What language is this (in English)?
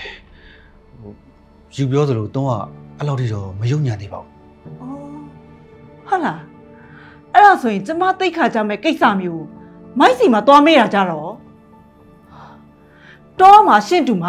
Burmese